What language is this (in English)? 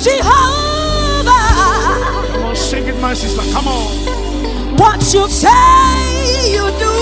Ewe